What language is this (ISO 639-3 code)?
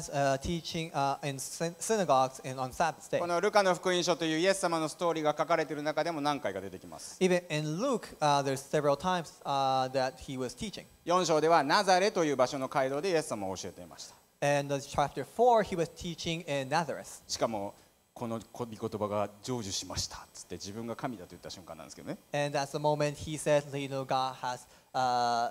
jpn